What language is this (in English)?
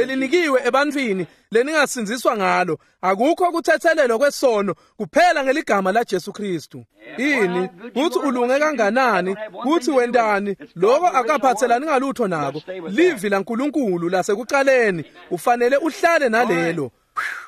Swati